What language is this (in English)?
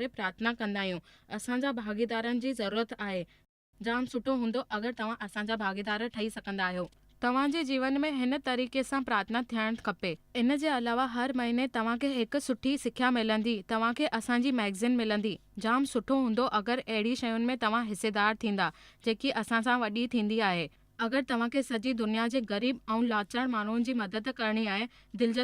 Sindhi